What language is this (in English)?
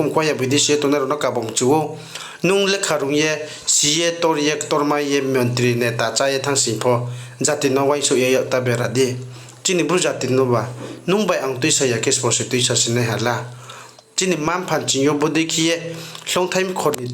Riang (India)